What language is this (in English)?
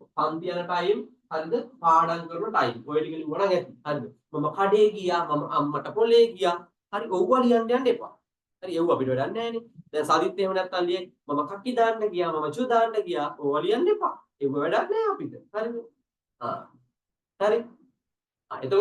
Sinhala